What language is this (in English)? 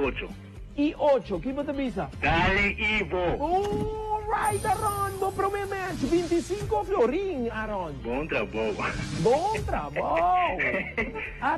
Papiamento